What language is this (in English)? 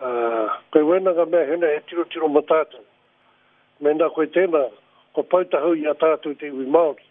Māori